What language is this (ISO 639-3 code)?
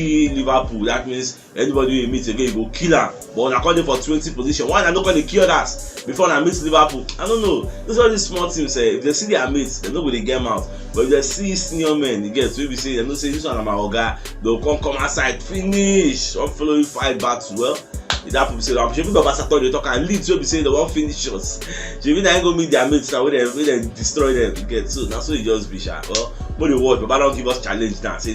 pcm